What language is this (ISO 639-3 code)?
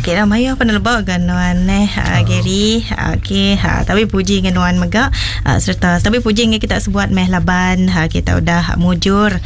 iba